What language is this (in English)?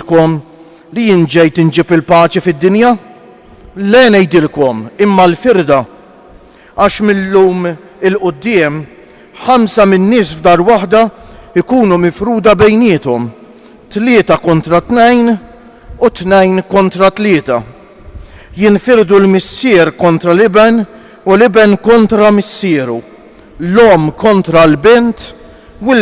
Maltese